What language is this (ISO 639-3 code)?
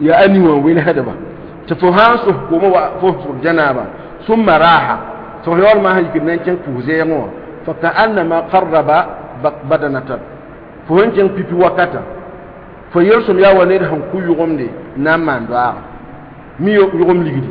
mos